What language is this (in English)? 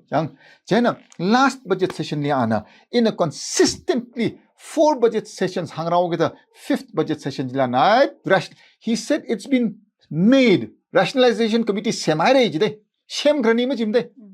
Tangkhul Naga (India)